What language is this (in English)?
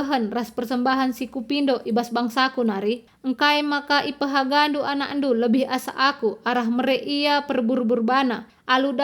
Batak Karo